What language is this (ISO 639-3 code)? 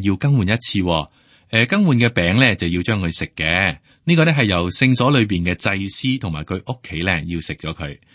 yue